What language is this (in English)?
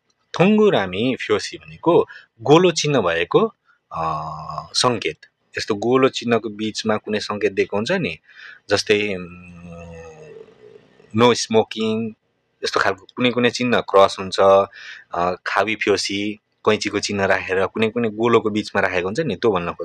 Nepali